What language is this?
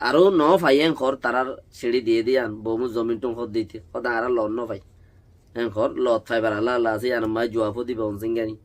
Rohingya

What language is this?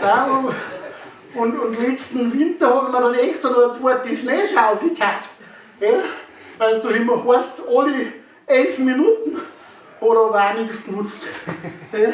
Bavarian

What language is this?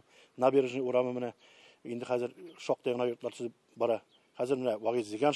Tatar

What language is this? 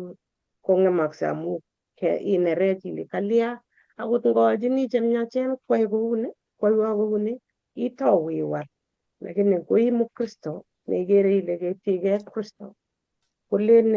Kalenjin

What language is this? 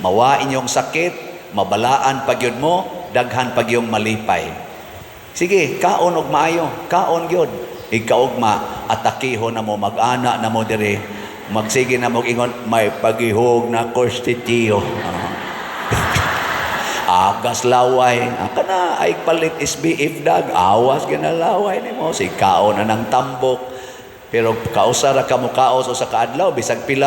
Cebuano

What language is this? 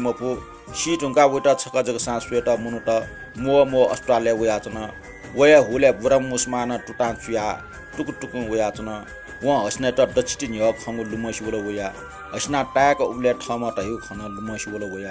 Newari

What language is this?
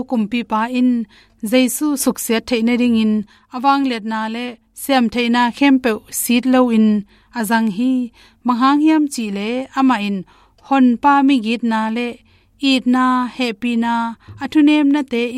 Tedim Chin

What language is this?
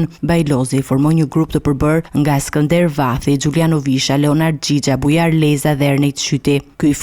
Albanian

